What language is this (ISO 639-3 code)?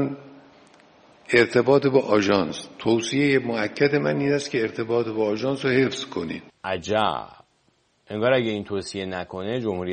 fas